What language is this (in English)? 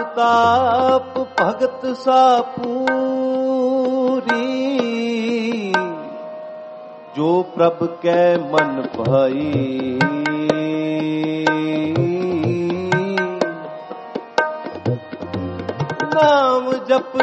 Punjabi